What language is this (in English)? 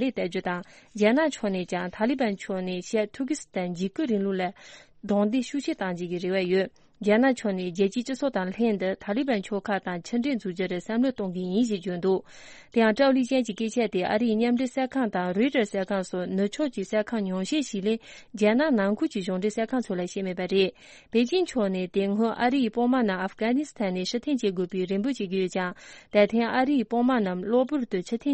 Tibetan